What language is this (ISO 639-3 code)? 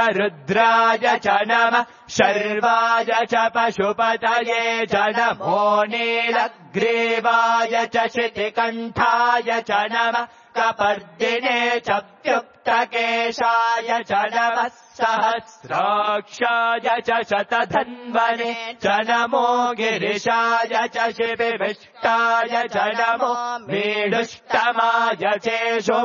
san